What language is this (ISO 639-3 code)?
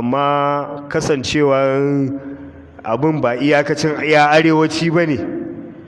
hau